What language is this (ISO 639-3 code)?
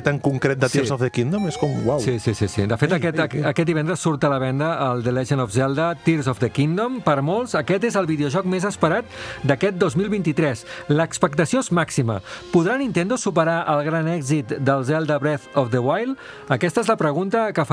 cat